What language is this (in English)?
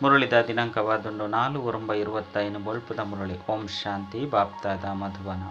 Tulu